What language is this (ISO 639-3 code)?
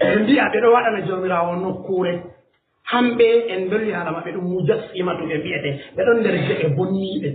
ful